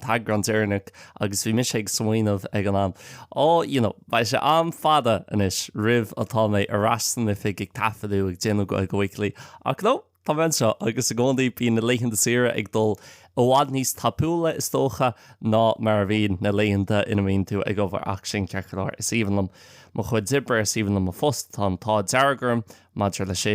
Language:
Irish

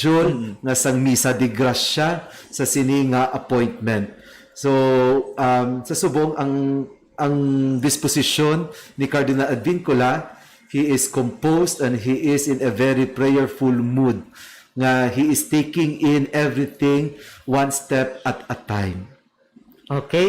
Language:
Hiligaynon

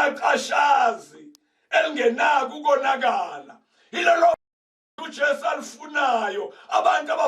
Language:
Zulu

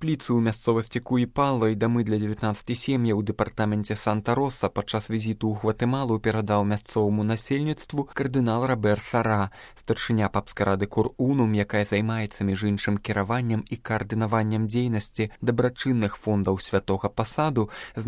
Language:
Belarusian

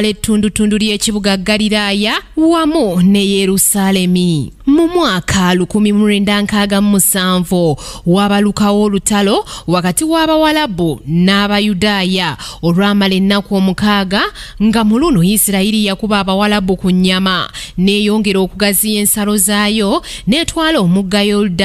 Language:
Ganda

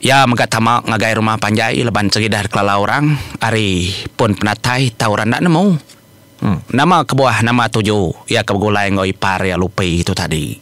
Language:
Iban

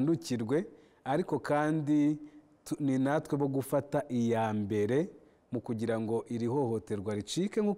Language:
Kinyarwanda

